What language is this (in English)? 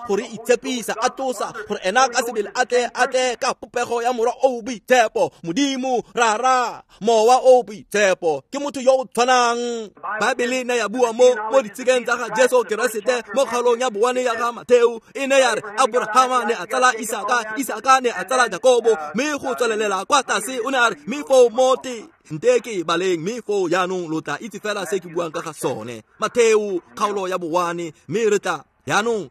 Tswana